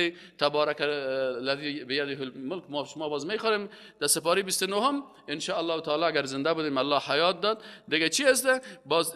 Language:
Persian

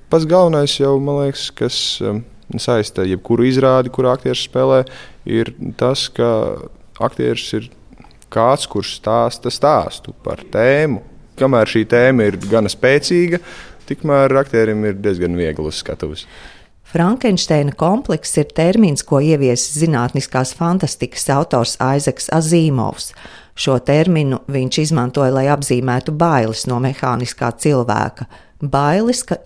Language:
Latvian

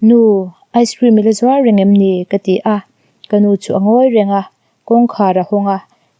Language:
Mizo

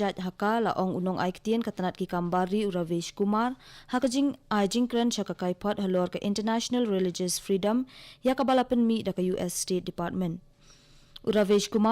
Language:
Khasi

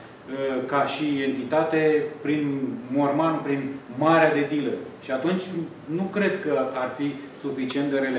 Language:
Romanian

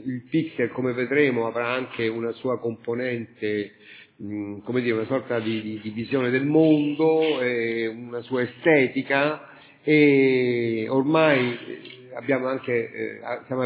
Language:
Italian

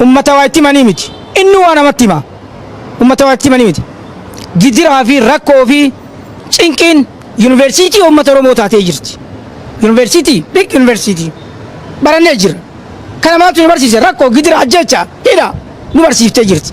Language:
Oromo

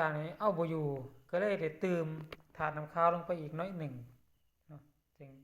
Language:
Lao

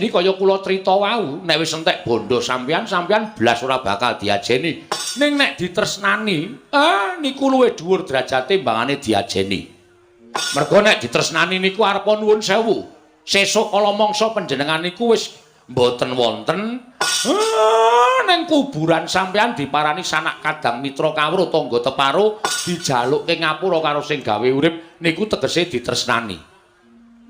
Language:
Javanese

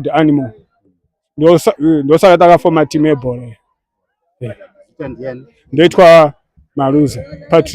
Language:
Shona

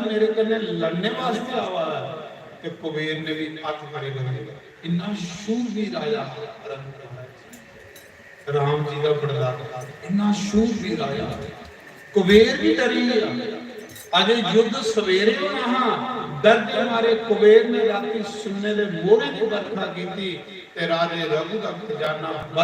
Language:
Dogri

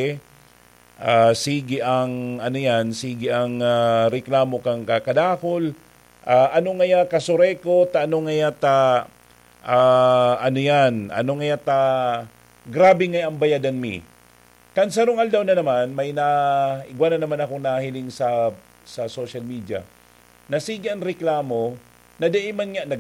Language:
Bikol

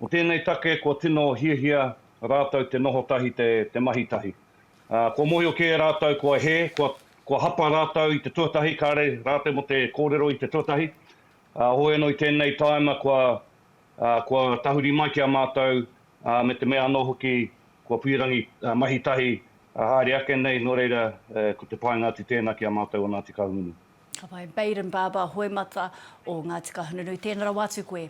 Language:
Māori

